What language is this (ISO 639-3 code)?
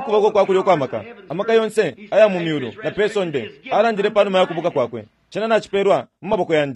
bem